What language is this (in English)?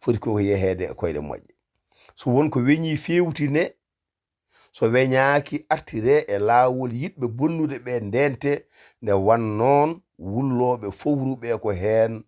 Fula